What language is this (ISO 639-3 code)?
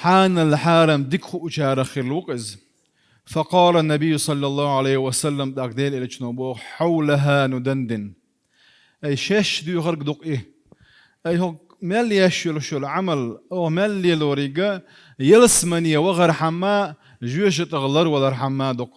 che